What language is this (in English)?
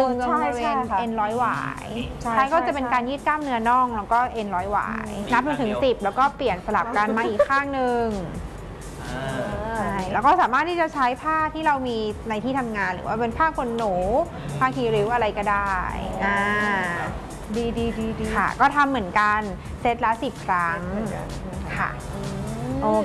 Thai